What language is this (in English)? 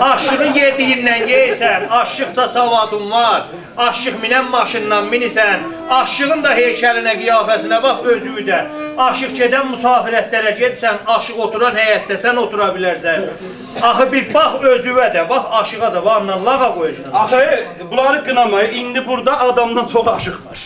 South Azerbaijani